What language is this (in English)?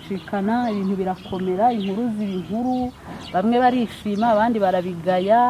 Kinyarwanda